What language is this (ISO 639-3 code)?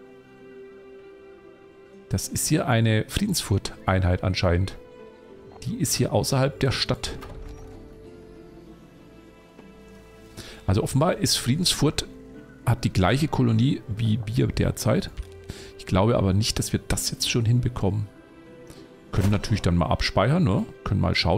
deu